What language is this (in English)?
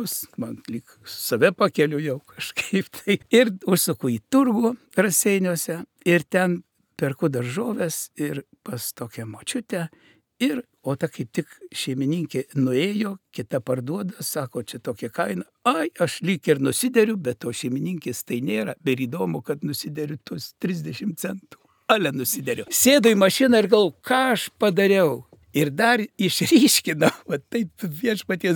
Lithuanian